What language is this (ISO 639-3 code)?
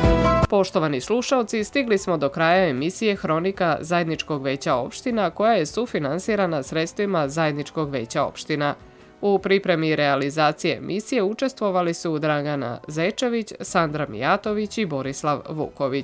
srp